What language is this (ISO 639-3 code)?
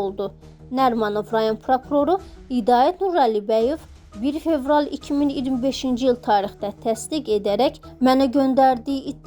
aze